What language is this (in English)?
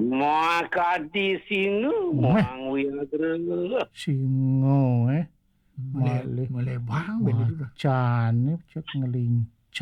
Balinese